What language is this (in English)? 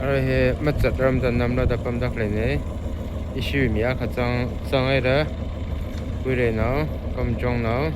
Tangkhul Naga (India)